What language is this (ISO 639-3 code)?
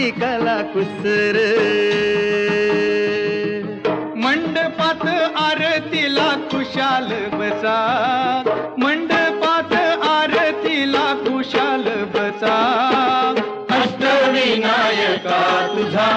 mar